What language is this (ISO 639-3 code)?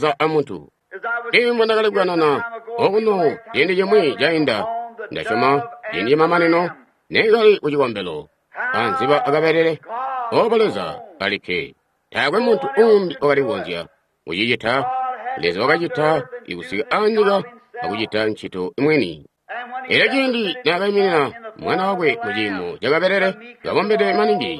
toi